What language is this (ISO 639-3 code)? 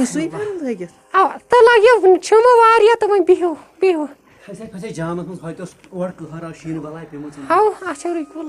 kas